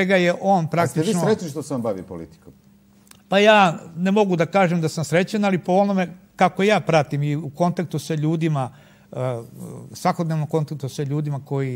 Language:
Serbian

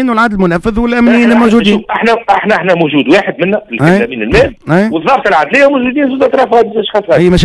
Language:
Tunisian Arabic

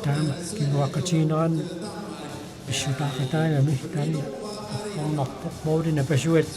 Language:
Kalaallisut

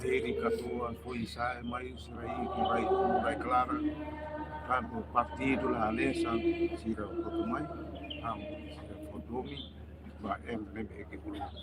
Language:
Tetum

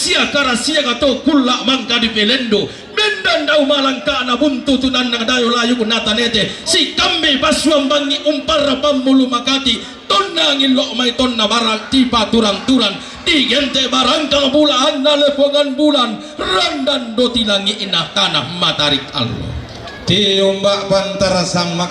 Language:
Toraja-Sa'dan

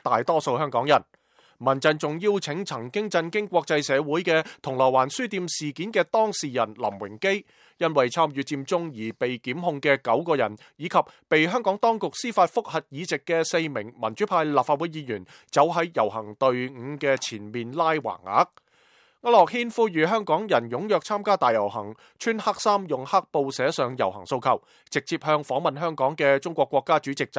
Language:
Cantonese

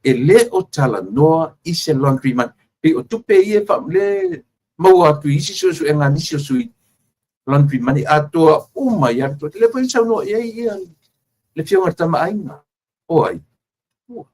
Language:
Samoan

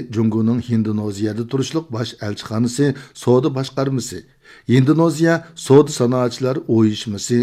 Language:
Uyghur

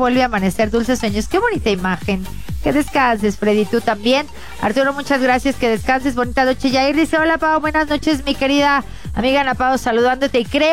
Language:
Spanish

